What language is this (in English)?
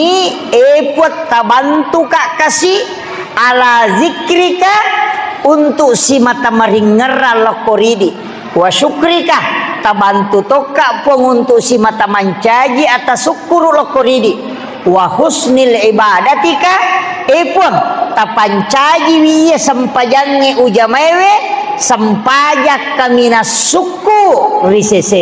Buginese